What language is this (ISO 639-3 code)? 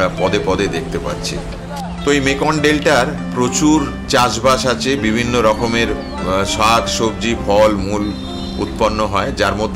ben